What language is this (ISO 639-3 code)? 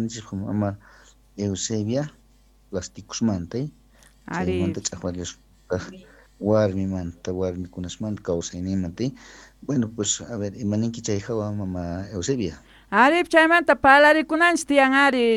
quh